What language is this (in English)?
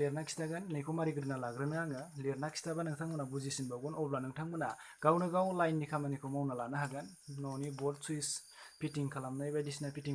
Bodo